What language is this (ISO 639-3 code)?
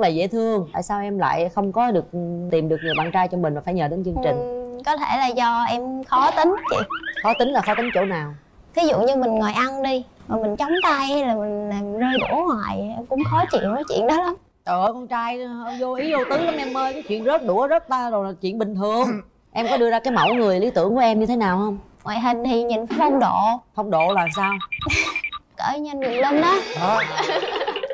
vie